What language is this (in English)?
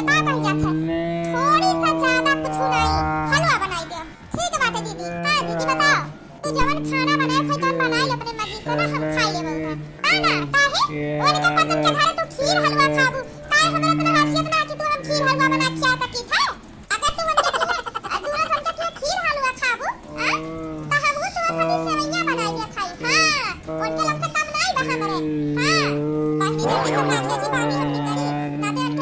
Awadhi